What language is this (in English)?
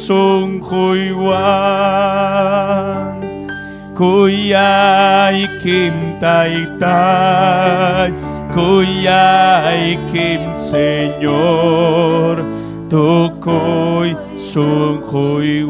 Ayacucho Quechua